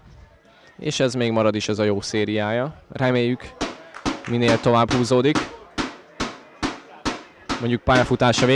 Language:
Hungarian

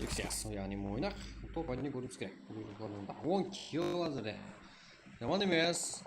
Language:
Kara-Kalpak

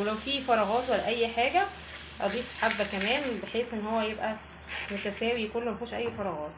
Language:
Egyptian Arabic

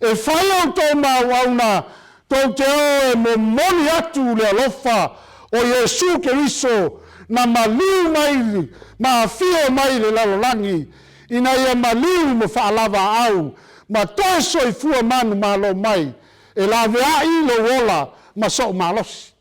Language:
Samoan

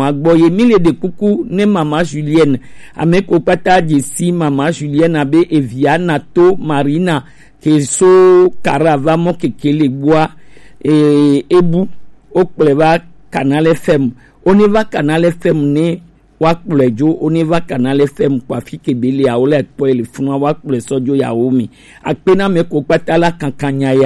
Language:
Gen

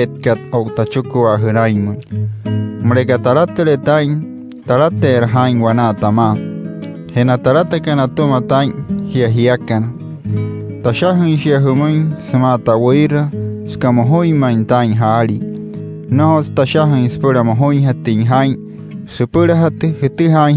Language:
Wayuu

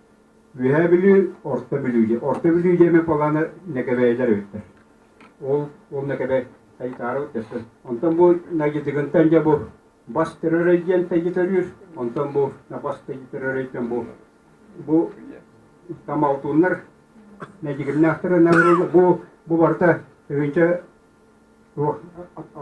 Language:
Yakut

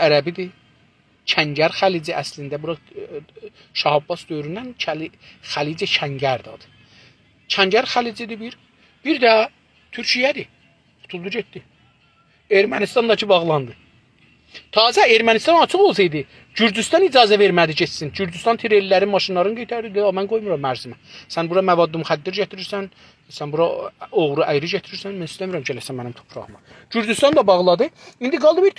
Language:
South Azerbaijani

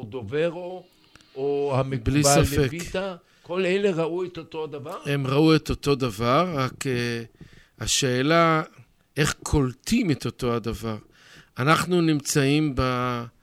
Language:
Hebrew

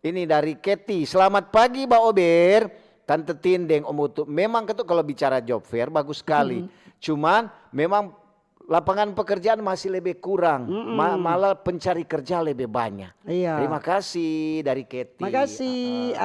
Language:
Manado Malay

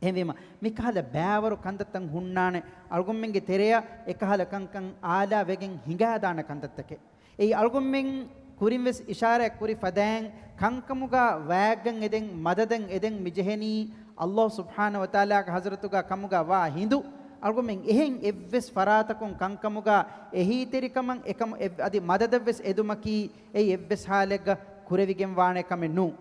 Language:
Divehi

